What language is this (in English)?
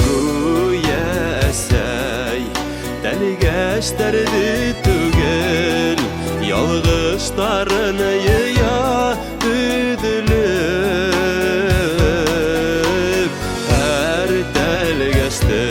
Bashkir